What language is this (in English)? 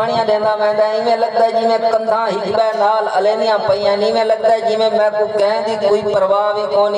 Saraiki